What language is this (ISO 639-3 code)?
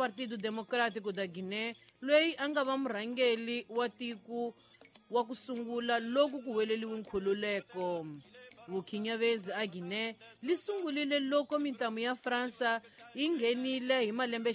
tso